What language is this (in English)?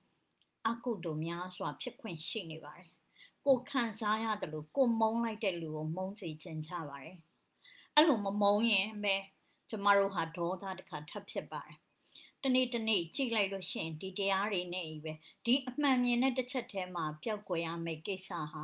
Burmese